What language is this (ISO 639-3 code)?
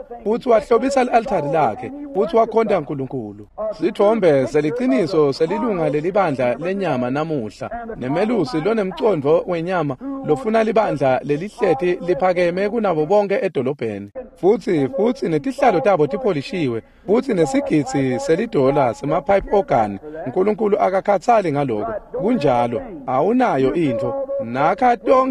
ssw